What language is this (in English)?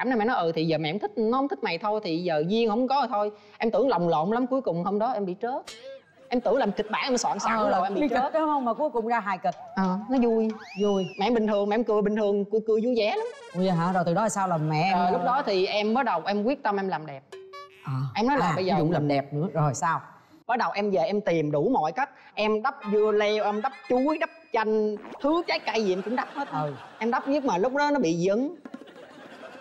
Vietnamese